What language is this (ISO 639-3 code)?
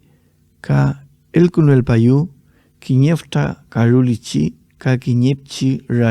arn